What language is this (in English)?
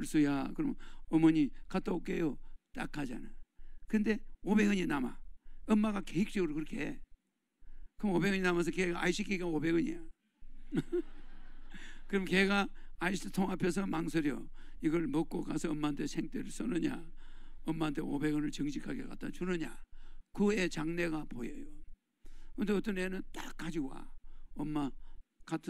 Korean